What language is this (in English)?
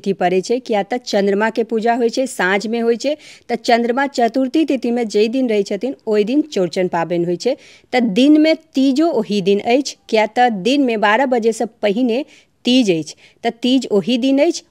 Maithili